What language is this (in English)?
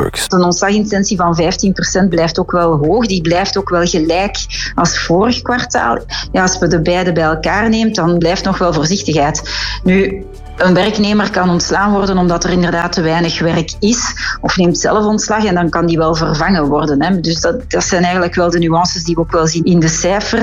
Dutch